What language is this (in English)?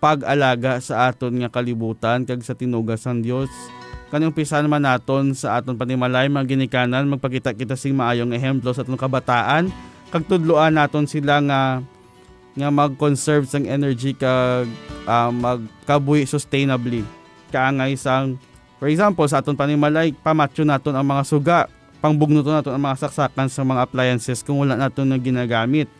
Hiligaynon